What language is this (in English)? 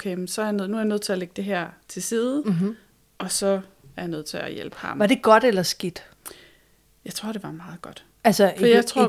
Danish